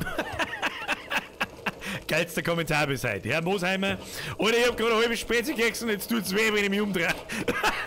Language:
Bavarian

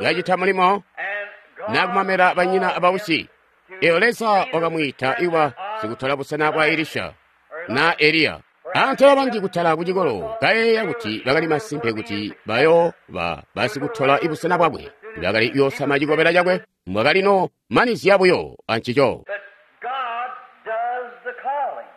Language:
Tonga (Zambia)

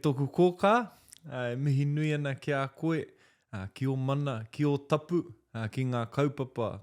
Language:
Māori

